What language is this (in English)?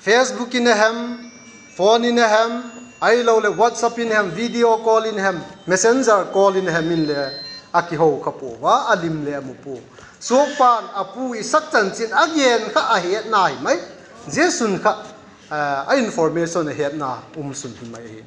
Vaiphei